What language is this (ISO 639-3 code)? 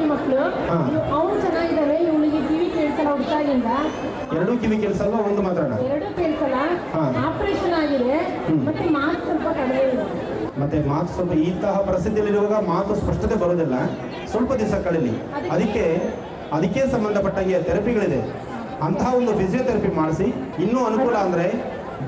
kan